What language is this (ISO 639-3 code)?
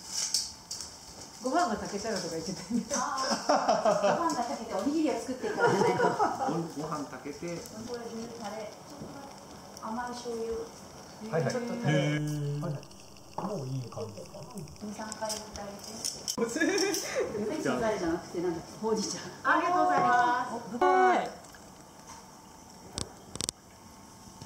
jpn